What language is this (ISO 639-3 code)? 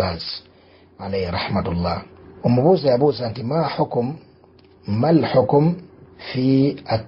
lug